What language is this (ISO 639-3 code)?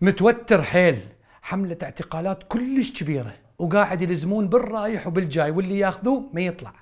acm